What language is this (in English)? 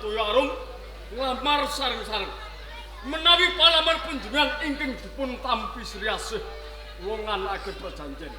Javanese